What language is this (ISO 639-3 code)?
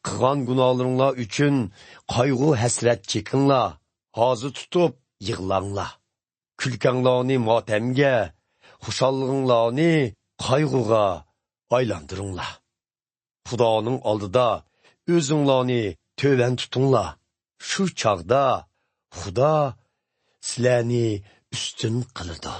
uig